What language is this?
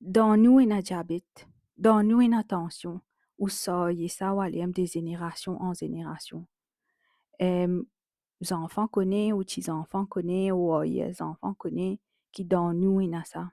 Morisyen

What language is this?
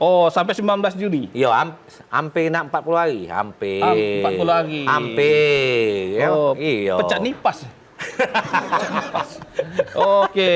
Musi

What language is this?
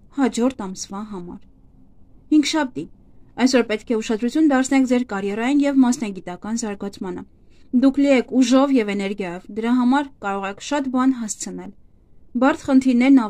Armenian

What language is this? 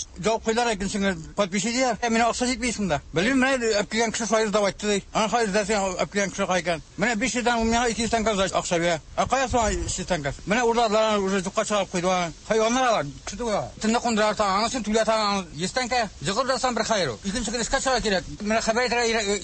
Tatar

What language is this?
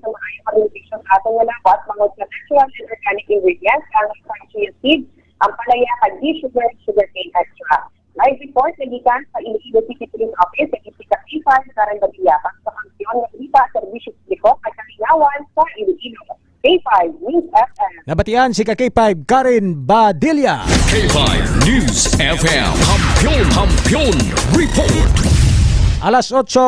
Hiligaynon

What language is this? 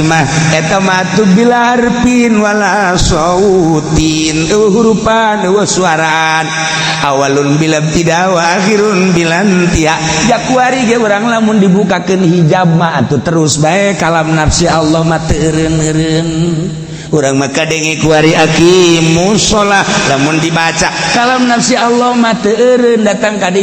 Sundanese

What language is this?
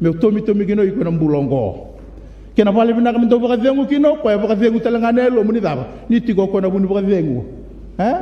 Fijian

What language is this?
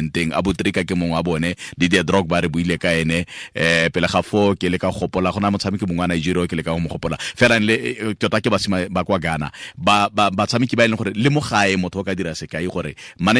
Tswana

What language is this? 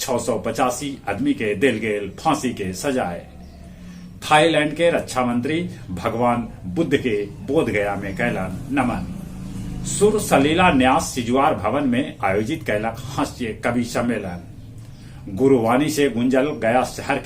Magahi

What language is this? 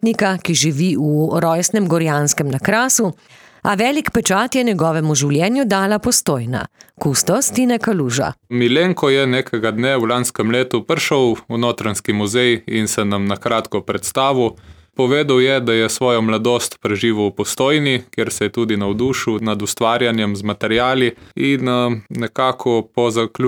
Slovenian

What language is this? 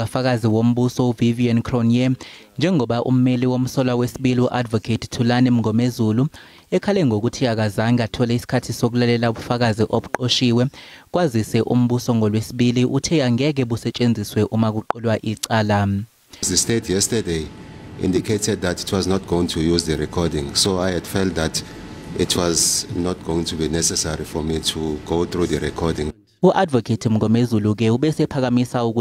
Zulu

